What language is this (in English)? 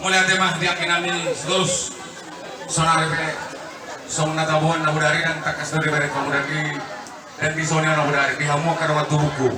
Batak Toba